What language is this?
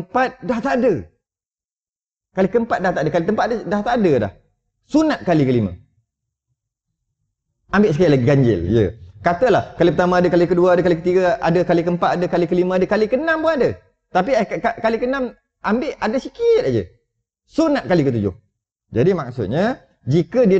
Malay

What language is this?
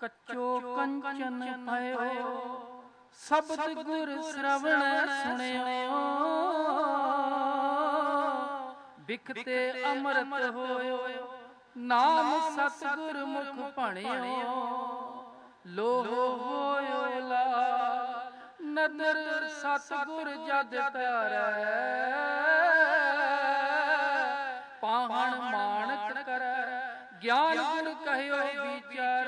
Punjabi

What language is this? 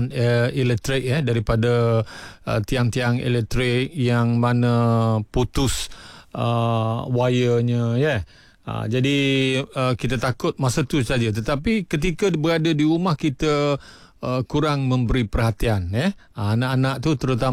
Malay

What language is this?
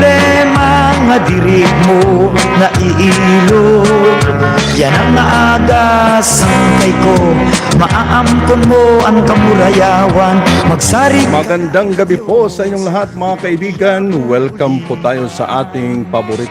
Waray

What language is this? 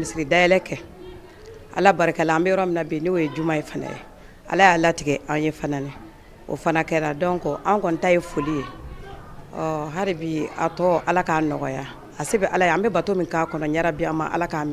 Bambara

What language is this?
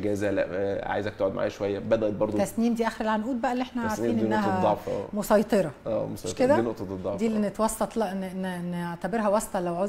Egyptian Arabic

